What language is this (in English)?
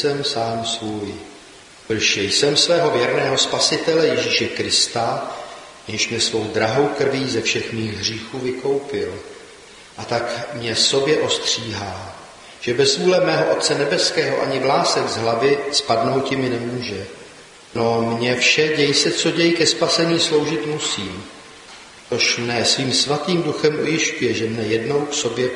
Czech